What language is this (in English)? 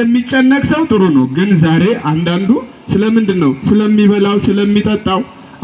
Amharic